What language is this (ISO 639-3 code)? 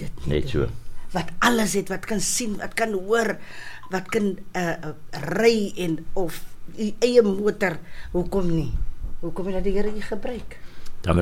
afr